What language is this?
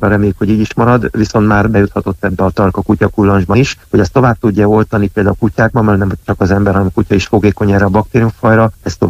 Hungarian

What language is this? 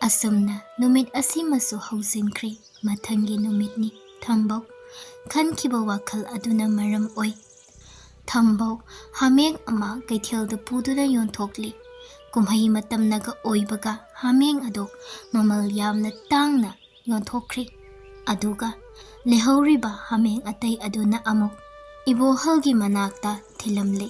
Manipuri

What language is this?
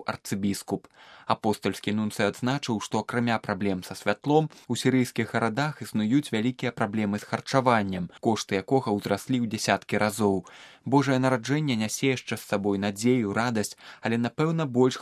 Belarusian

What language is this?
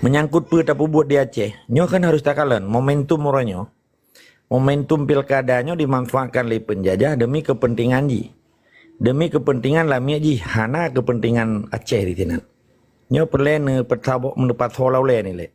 Achinese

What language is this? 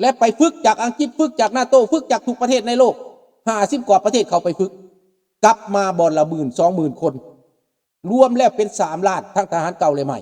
Lao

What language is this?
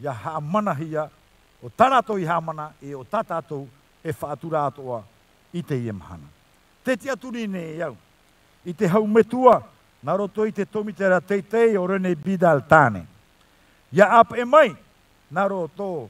Tahitian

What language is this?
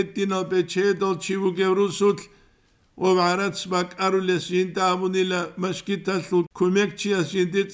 Avaric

